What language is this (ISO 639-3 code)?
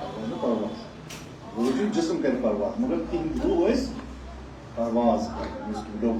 kas